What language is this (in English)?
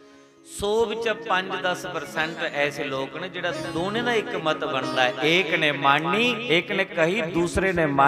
Dogri